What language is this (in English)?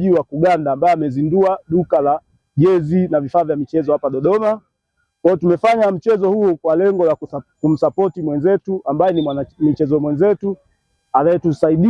Swahili